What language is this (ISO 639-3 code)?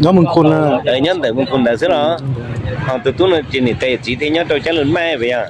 hmn